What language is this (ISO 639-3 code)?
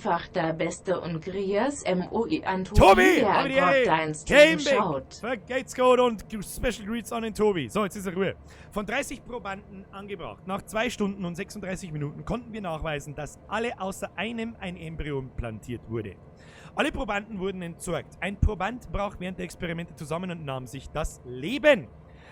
bar